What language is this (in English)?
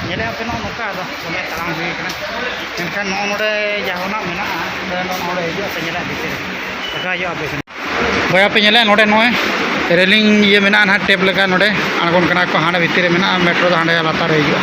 Santali